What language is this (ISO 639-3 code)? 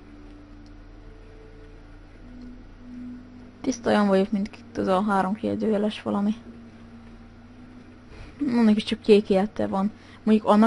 hun